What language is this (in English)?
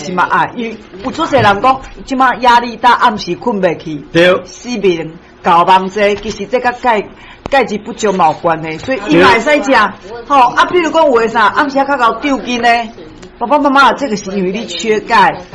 Min Nan Chinese